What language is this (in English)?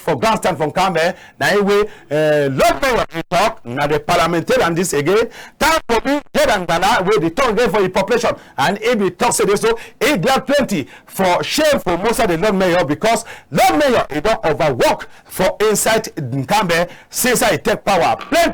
Cameroon Pidgin